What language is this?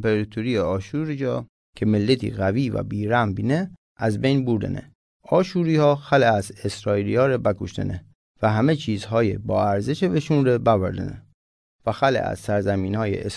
Mazanderani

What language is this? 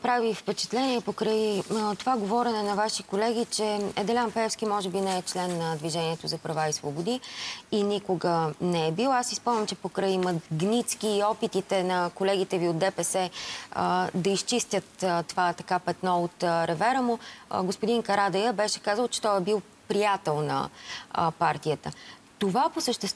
Bulgarian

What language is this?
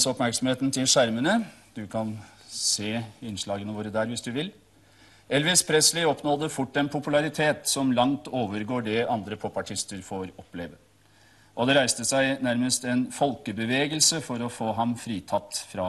Norwegian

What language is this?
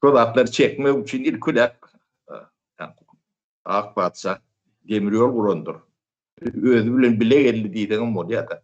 Turkmen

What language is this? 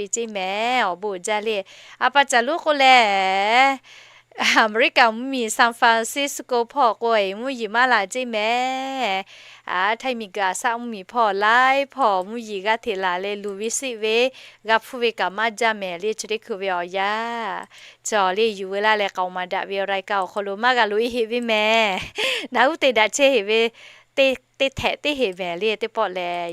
Lahu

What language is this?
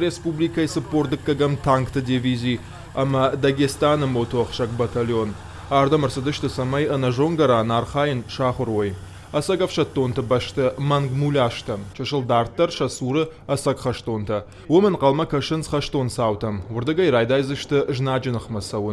Ossetic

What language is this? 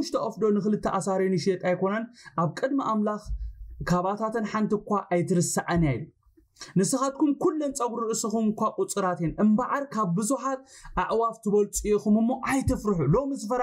Tigrinya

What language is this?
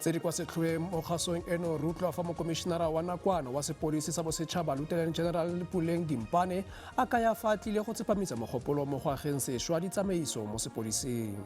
Tswana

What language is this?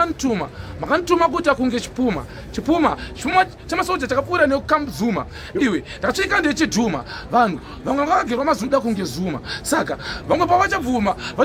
Shona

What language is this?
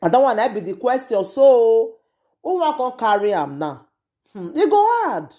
Nigerian Pidgin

